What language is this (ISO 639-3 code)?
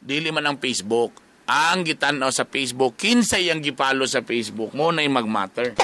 ceb